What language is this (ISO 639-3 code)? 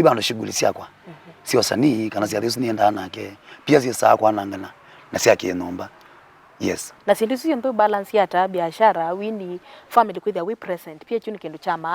kam